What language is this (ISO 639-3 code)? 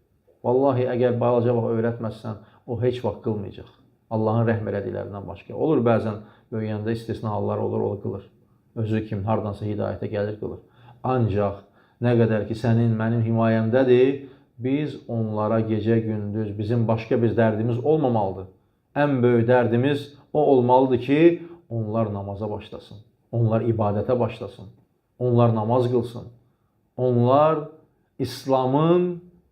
aze